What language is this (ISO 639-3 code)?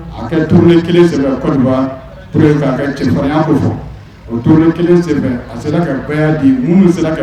bam